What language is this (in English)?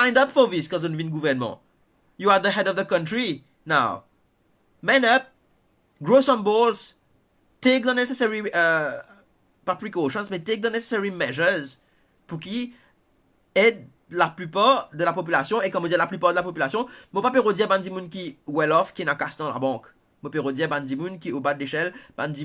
Morisyen